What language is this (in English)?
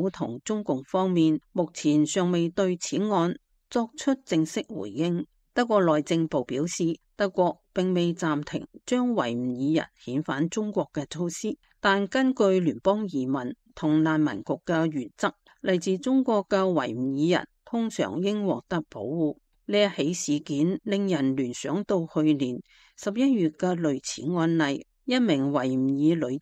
Cantonese